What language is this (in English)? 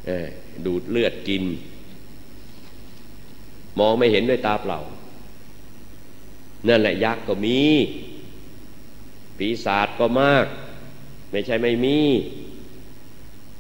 Thai